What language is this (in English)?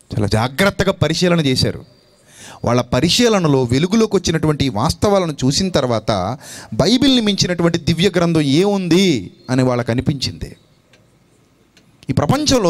Telugu